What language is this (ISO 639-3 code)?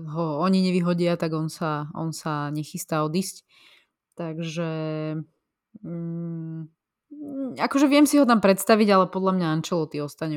slk